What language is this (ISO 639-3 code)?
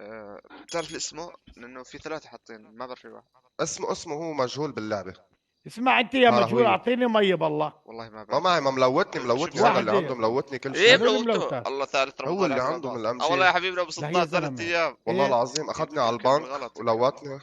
apc